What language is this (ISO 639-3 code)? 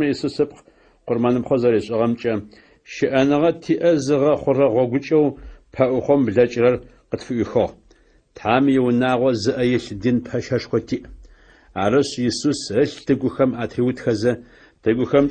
ady